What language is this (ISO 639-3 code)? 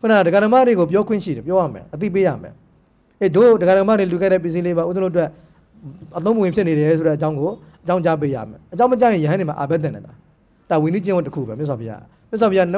mya